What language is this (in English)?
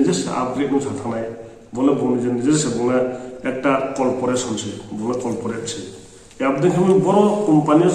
Riang (India)